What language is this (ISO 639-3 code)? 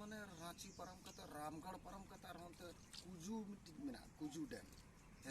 sat